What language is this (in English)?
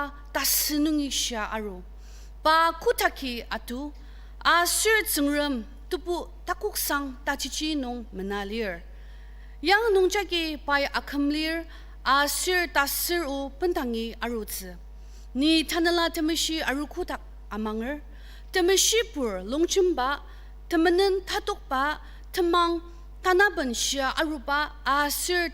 Ao Naga